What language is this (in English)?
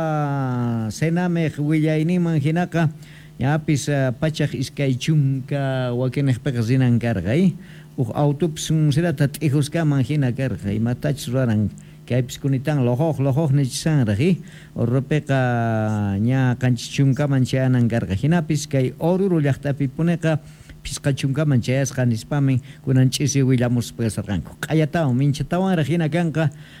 South Bolivian Quechua